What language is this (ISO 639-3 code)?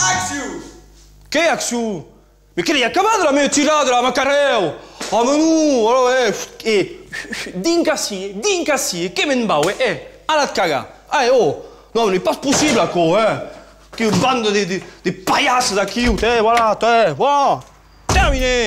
oci